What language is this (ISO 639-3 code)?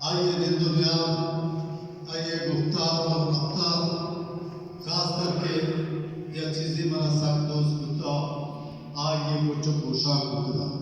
bal